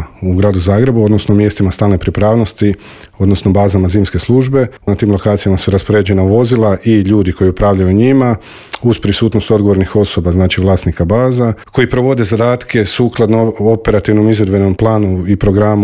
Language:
Croatian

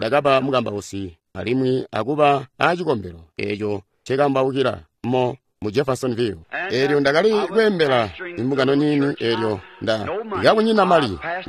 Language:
Tonga (Zambia)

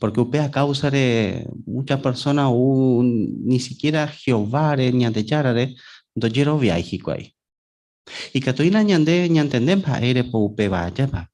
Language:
Guarani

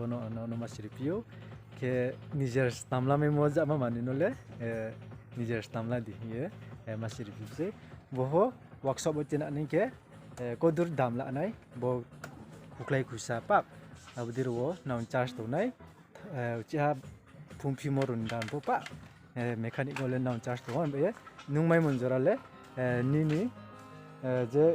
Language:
Riang (India)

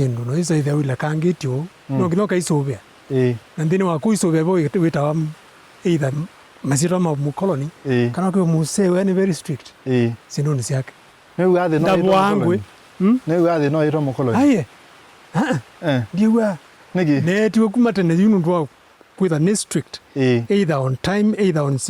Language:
Kamba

